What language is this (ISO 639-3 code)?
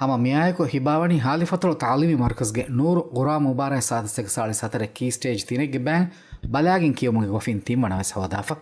div